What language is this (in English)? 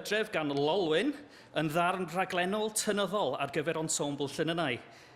Welsh